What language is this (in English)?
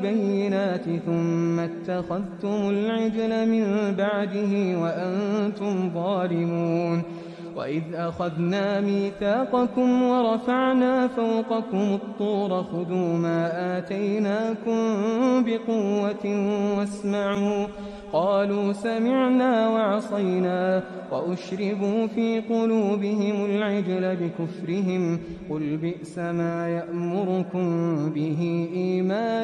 Arabic